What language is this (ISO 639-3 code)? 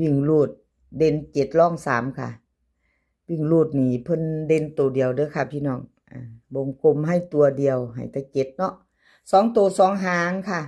tts